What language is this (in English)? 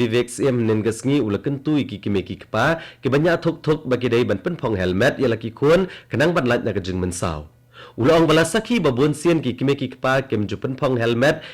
Khasi